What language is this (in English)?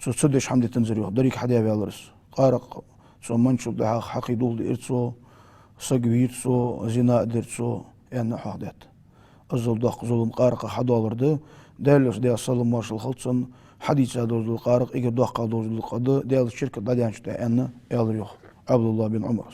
Ingush